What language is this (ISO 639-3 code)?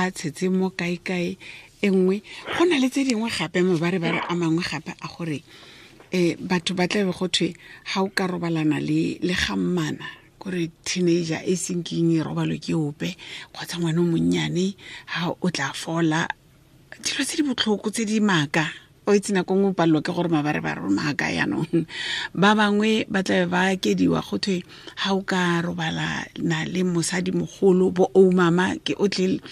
tsn